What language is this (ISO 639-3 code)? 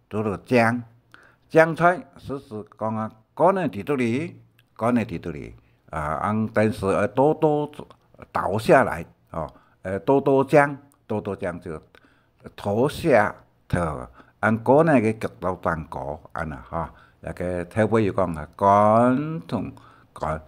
hak